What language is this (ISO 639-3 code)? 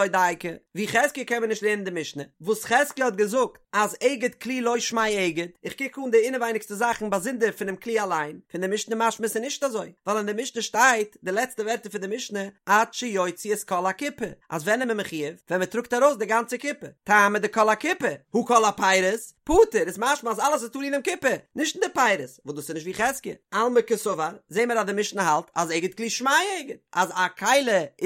yid